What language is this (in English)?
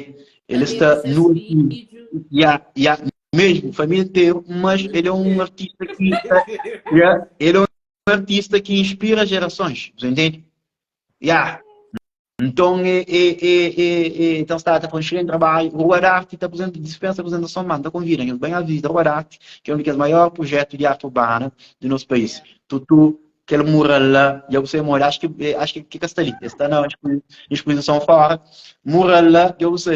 Kabuverdianu